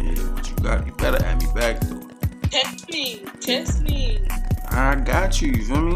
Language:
Jamaican Creole English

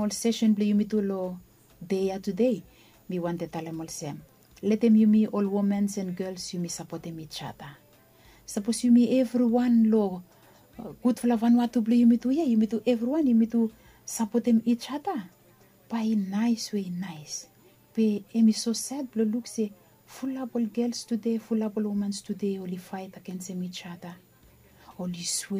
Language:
Bislama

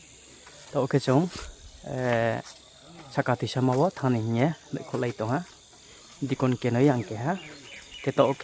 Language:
Riang (India)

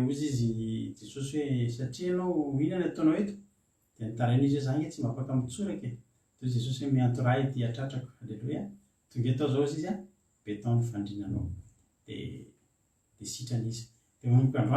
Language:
Malagasy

